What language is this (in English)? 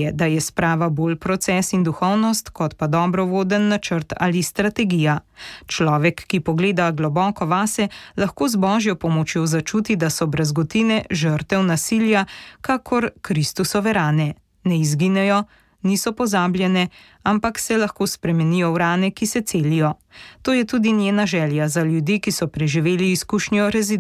Slovenian